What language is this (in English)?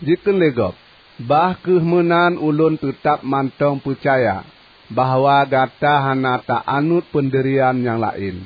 Achinese